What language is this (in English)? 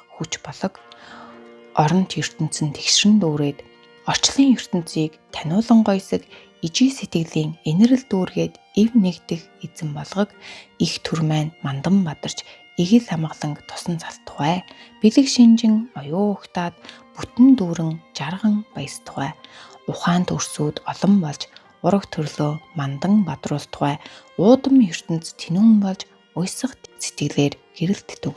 Mongolian